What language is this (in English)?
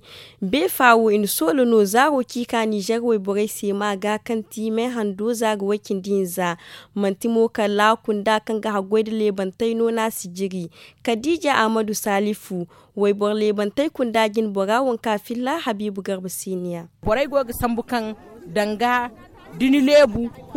Zarma